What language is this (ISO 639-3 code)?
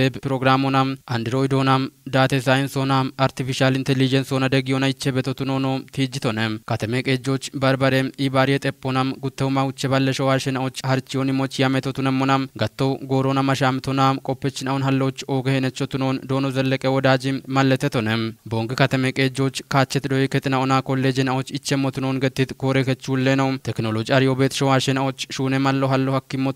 kbr